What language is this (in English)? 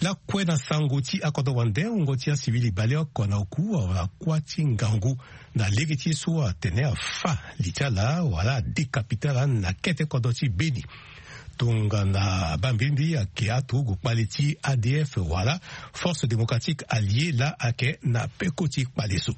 Sango